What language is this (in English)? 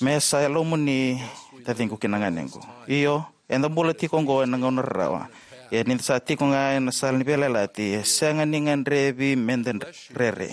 Fijian